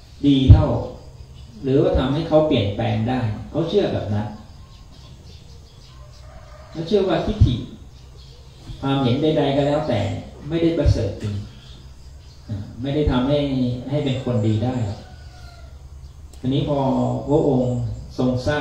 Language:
Thai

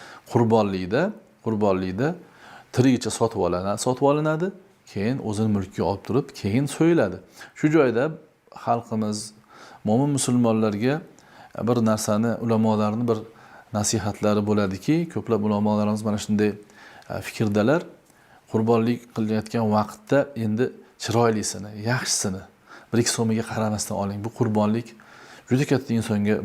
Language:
Uzbek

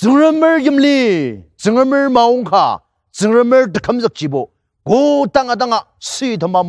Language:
Ao Naga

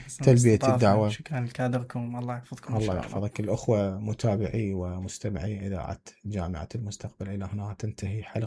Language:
Mesopotamian Arabic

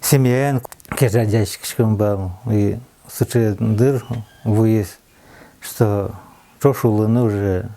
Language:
Udmurt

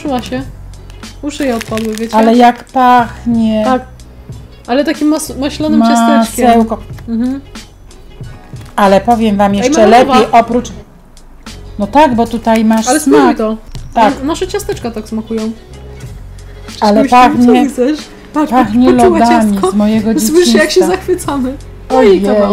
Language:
Polish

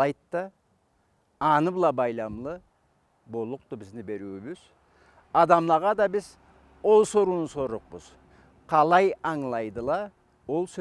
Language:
Karachay-Balkar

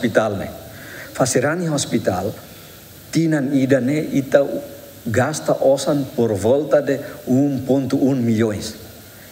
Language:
Tetum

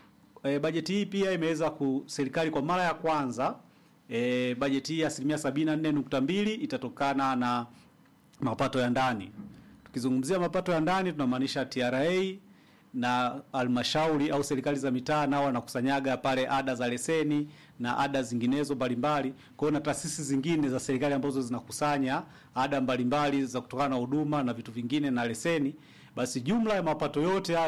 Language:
Swahili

